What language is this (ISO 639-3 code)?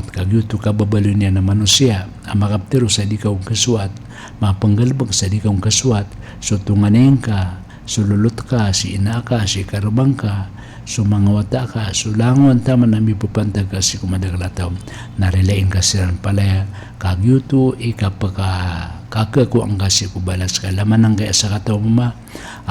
mrw